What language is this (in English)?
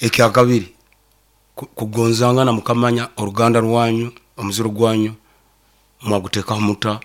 Nyoro